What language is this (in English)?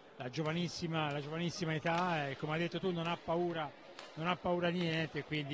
Italian